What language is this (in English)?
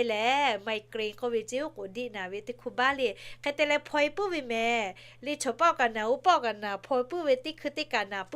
Lahu